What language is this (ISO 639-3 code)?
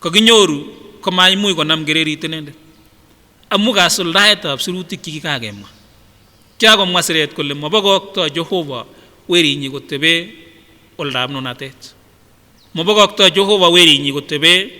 sgc